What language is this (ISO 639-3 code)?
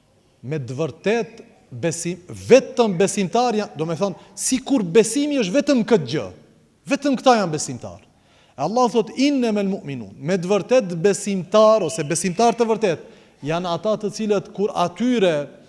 sqi